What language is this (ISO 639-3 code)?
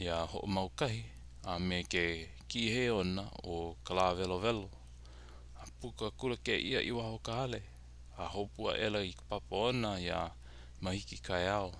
haw